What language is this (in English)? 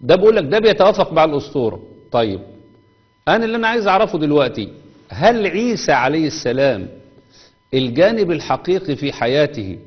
Egyptian Arabic